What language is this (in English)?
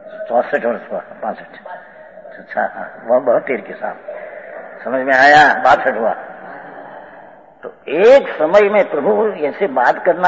Hindi